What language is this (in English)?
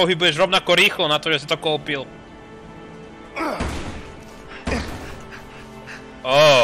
Slovak